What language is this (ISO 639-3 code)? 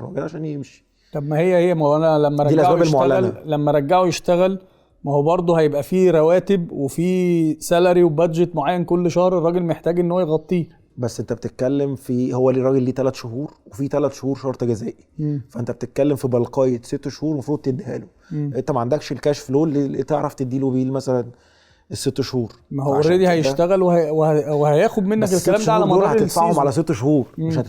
arz